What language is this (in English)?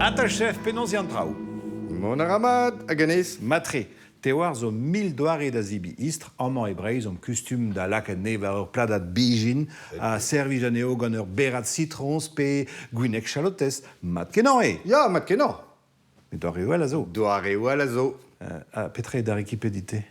Breton